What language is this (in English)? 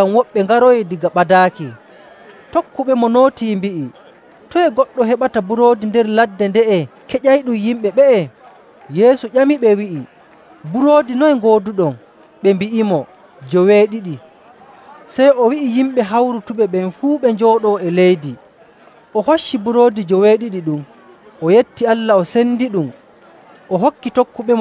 Nigerian Fulfulde